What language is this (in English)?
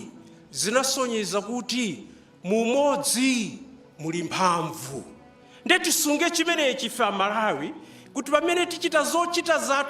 Nyanja